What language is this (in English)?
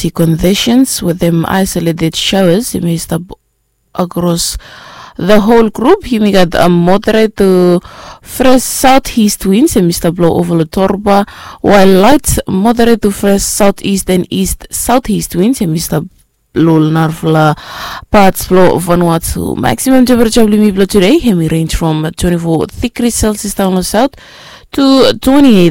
Bislama